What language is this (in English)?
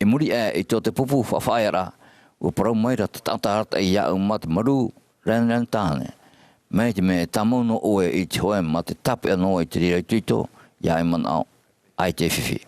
Tahitian